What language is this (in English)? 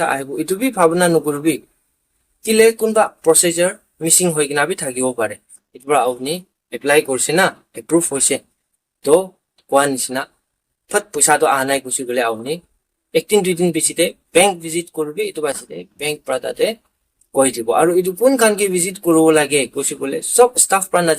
Naga Pidgin